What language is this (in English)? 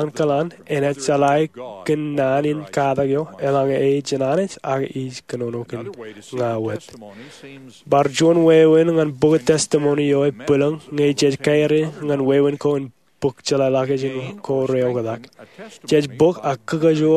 Marshallese